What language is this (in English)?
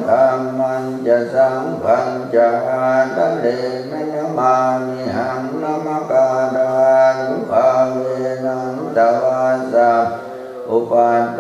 Pali